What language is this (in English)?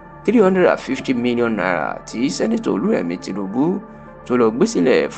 Yoruba